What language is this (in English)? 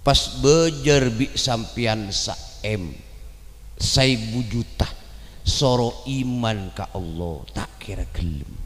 Madurese